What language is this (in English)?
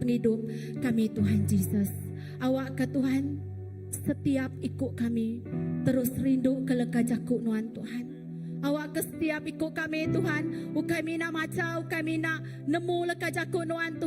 Iban